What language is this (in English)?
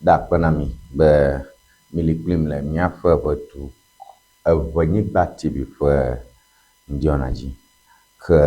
Ewe